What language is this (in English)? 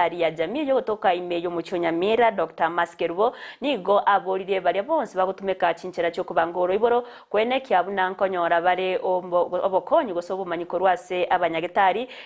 Gusii